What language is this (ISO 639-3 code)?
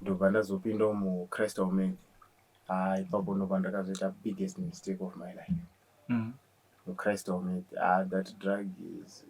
sna